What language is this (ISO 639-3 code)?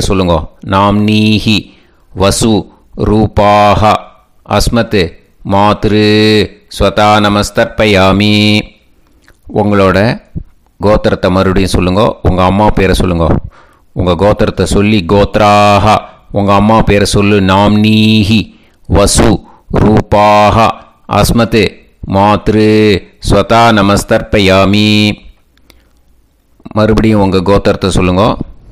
tam